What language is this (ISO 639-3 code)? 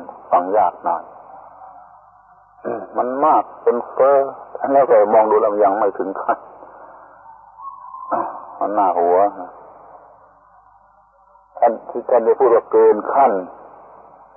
tha